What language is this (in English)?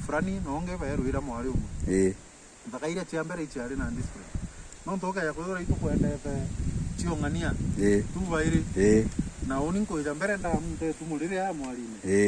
Meru